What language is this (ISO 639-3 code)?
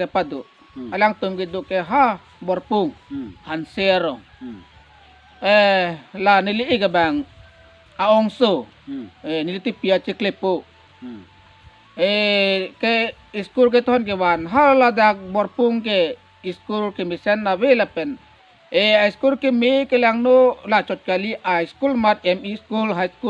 mjw